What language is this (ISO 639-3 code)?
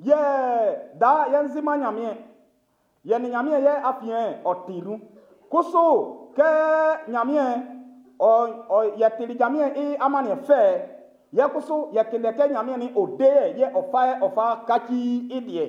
bci